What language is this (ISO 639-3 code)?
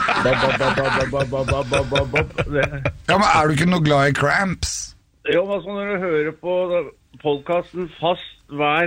nor